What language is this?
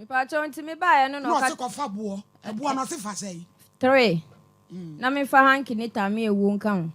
Akan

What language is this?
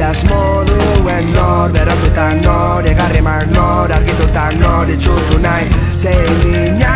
Basque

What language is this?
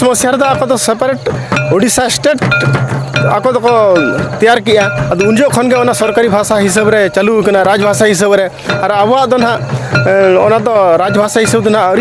Santali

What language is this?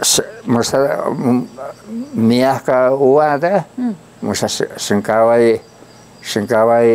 Taroko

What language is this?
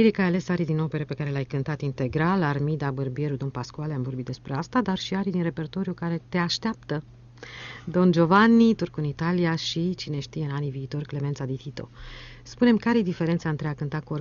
Romanian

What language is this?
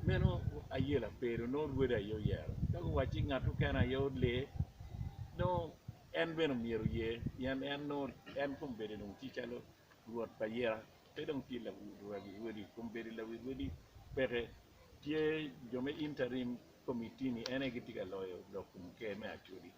Acoli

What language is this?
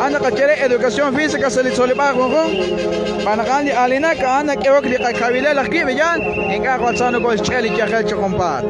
Kekchí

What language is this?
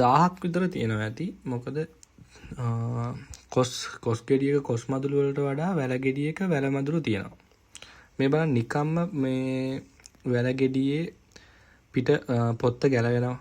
Sinhala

